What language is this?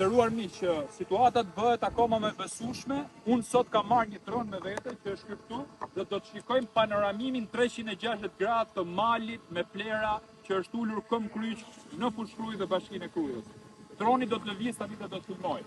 Albanian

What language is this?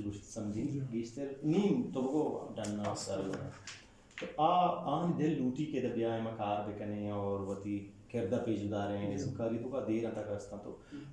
Eastern Balochi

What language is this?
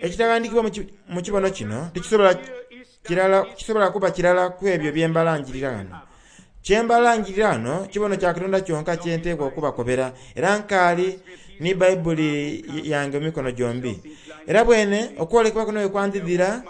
Soga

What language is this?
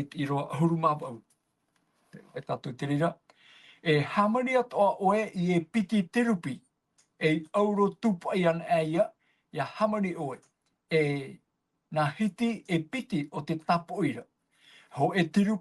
Tahitian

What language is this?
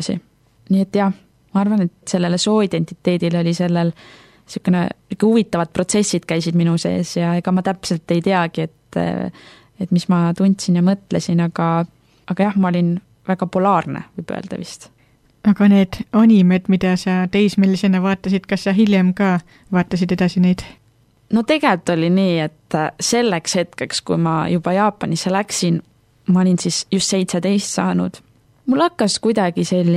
Estonian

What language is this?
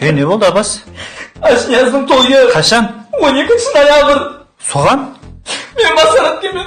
Kara-Kalpak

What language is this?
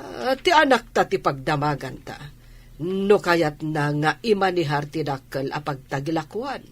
Iloko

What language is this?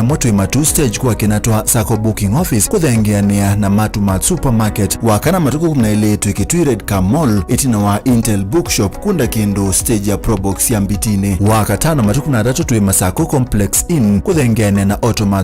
Kamba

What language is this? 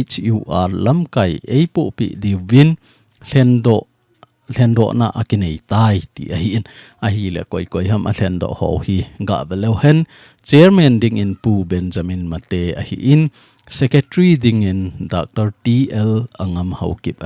Thado Chin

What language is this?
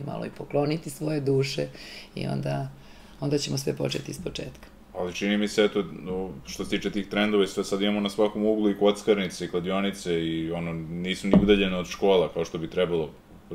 Serbian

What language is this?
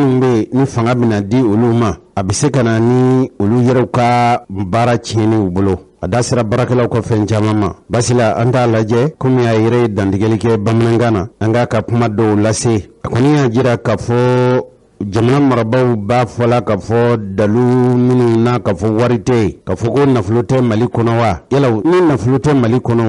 Bambara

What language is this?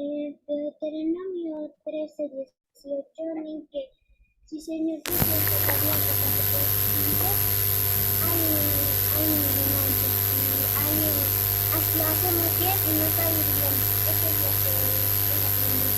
South Bolivian Quechua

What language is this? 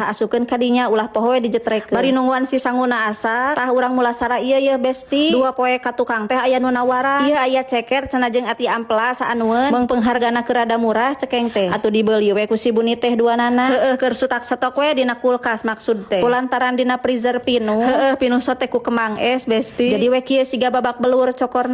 Sundanese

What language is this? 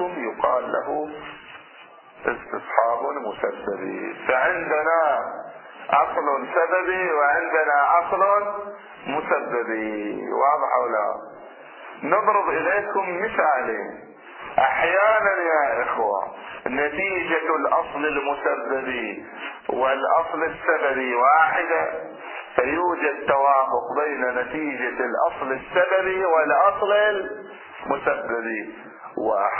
Arabic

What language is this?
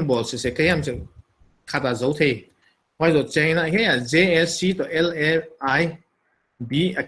Paite Chin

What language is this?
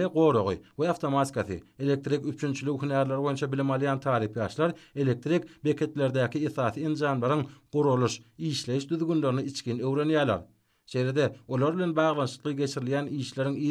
Turkmen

